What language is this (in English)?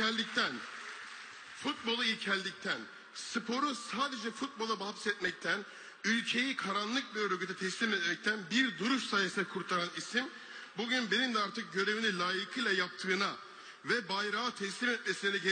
Turkish